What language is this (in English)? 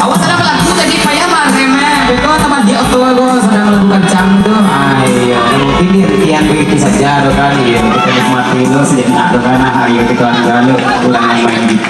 Minangkabau